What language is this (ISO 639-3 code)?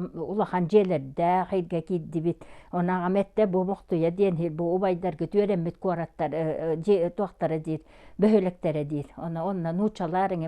sah